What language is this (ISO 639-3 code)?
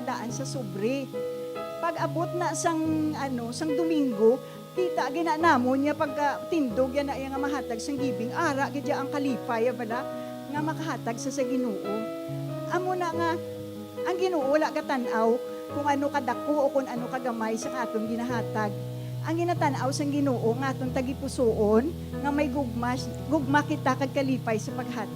hil